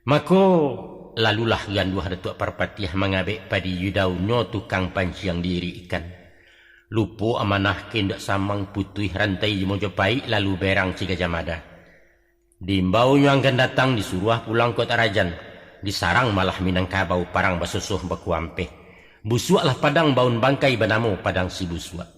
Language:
Minangkabau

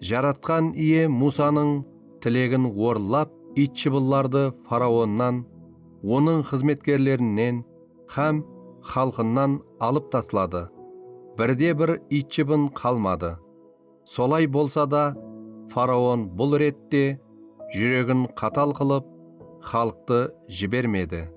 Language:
Kara-Kalpak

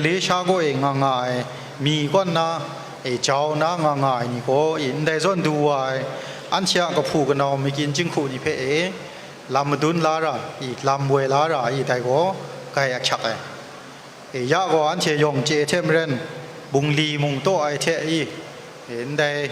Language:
Kachin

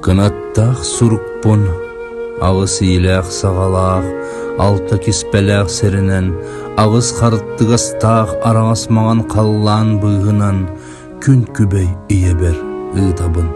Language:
Yakut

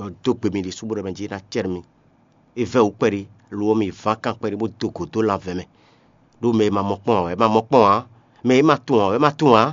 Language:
Fon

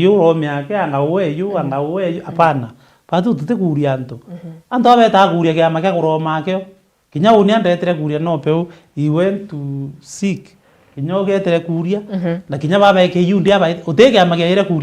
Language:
Meru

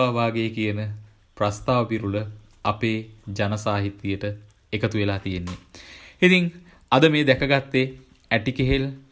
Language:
Sinhala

